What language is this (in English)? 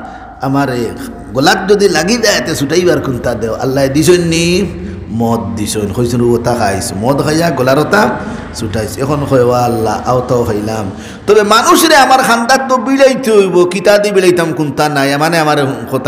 Sylheti